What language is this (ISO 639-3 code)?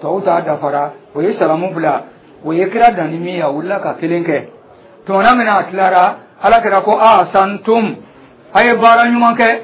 dyu